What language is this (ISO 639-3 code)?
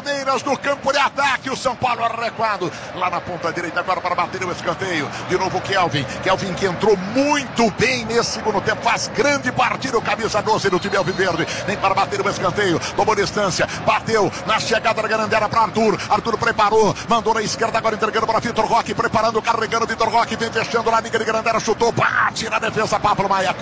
por